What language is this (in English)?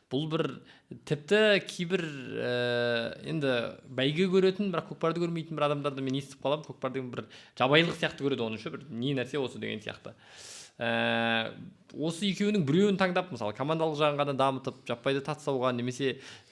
Kazakh